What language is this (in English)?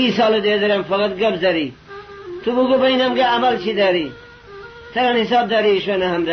Gilaki